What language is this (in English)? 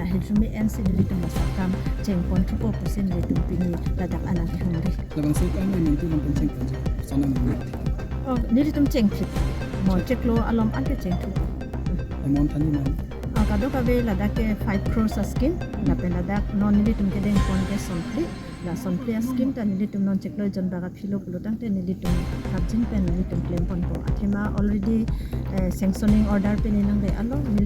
Karbi